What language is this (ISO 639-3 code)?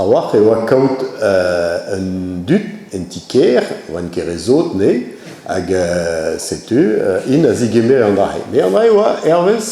bre